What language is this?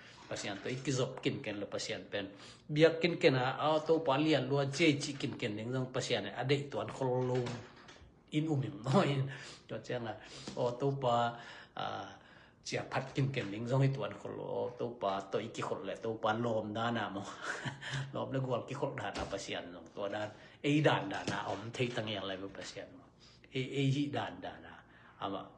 Tedim Chin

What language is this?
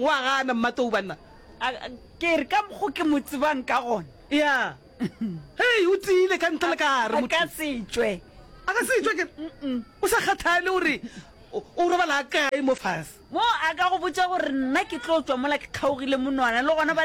Northern Sotho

